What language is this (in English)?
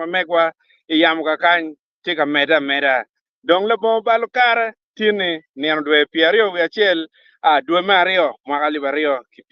Acoli